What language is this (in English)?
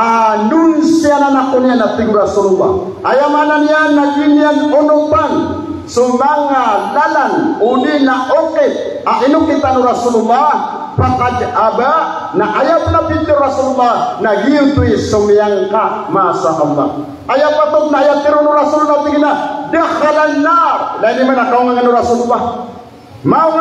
Maranao